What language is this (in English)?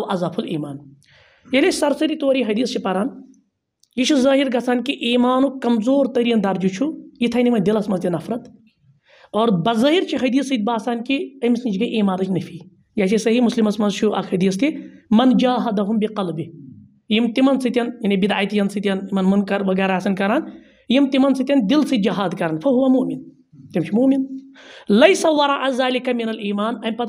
Kashmiri